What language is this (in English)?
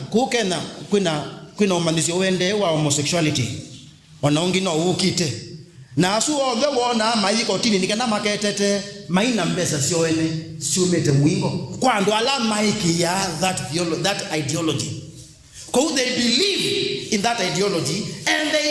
Kamba